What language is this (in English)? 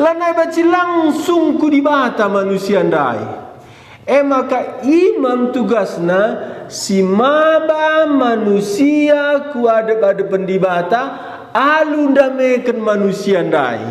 Batak Karo